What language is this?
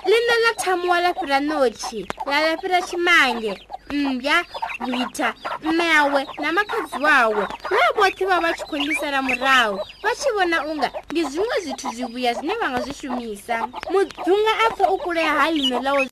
Venda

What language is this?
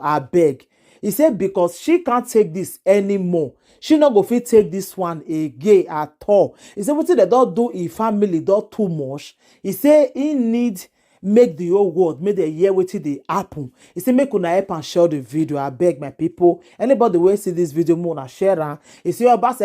Nigerian Pidgin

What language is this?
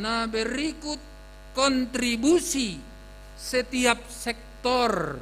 Batak Simalungun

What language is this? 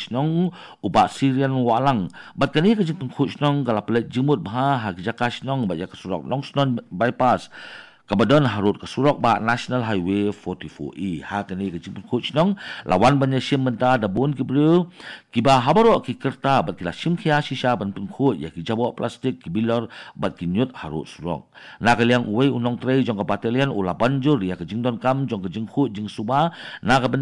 Khasi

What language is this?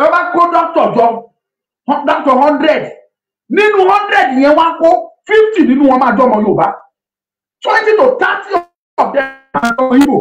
Yoruba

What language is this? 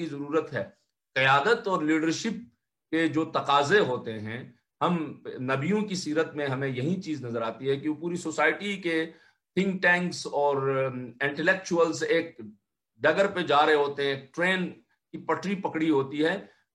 Urdu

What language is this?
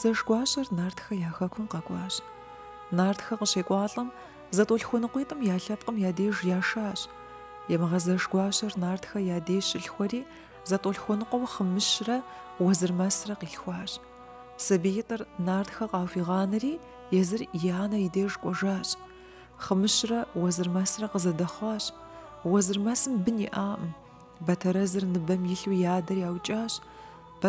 Kabardian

